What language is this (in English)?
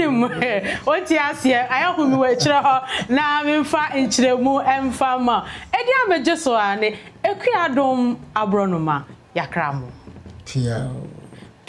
Akan